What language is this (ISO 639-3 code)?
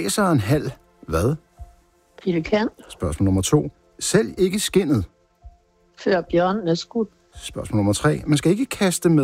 dan